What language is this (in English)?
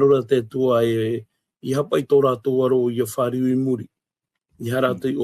Tahitian